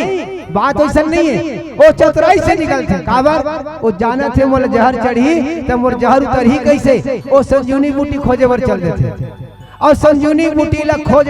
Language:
Chhattisgarhi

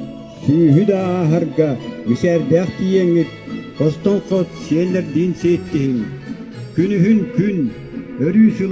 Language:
Yakut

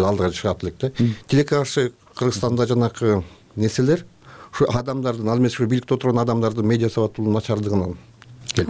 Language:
Kyrgyz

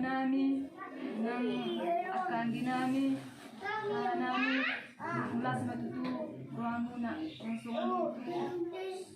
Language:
Batak Toba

